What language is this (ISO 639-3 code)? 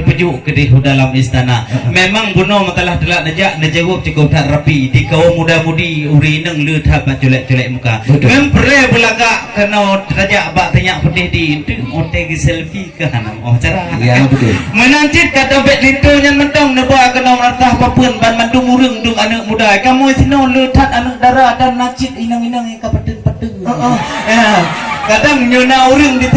ace